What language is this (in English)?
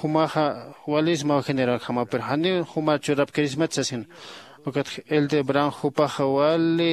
Aymara